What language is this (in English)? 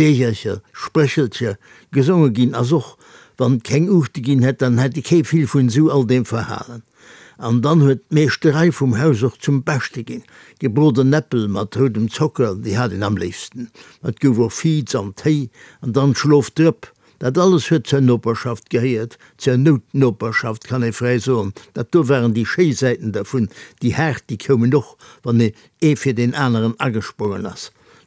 Luxembourgish